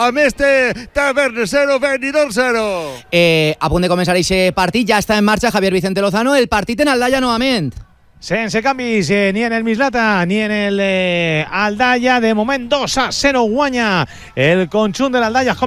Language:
Catalan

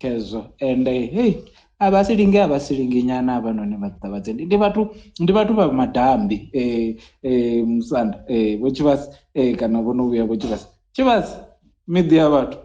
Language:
Venda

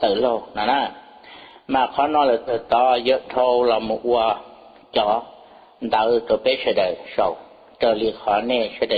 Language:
Hmong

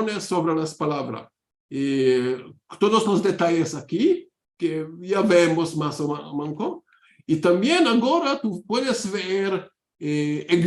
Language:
Ladino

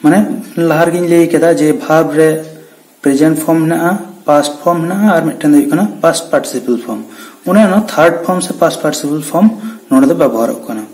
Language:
Santali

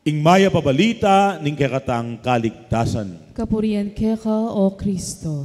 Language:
Pampanga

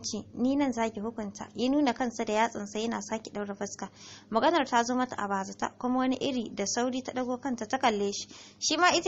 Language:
Hausa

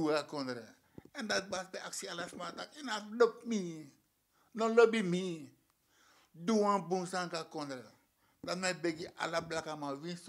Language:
Sranan Tongo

